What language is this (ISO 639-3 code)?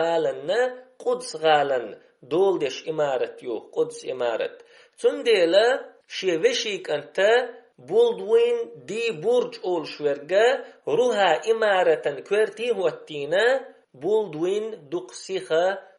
che